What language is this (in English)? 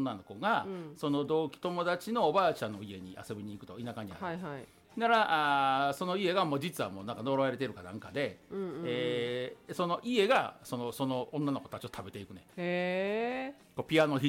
Japanese